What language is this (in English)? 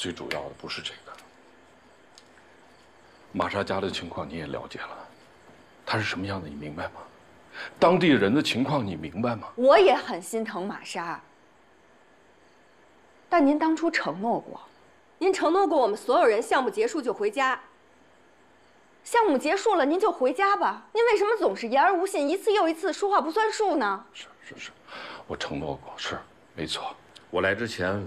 Chinese